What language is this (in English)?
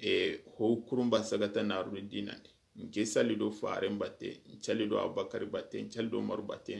Soninke